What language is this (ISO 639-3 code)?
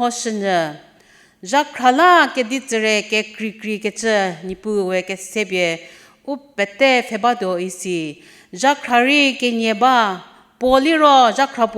njm